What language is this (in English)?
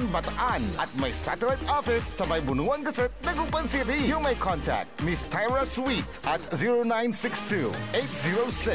Pangasinan